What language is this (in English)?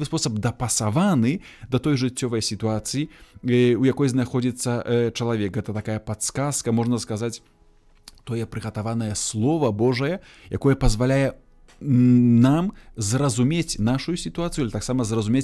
Belarusian